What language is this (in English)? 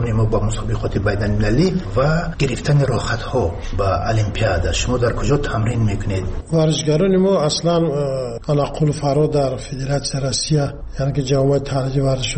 Tajik